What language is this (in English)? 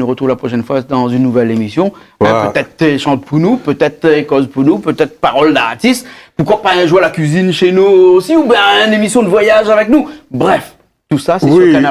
Réunion Creole French